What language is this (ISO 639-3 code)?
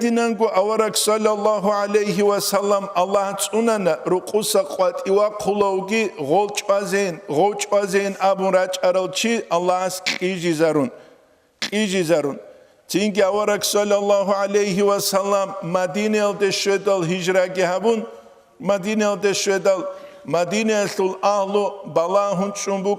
ava